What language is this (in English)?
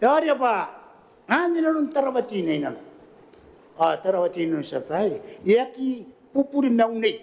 Gilbertese